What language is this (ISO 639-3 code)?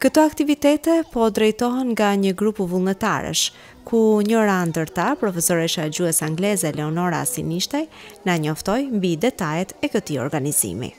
sqi